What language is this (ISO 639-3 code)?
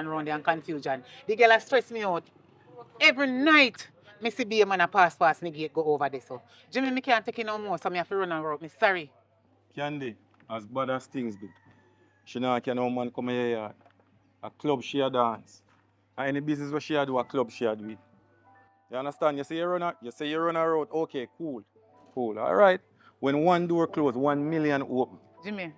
jam